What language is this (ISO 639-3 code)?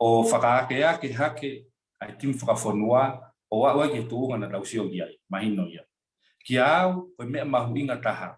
ton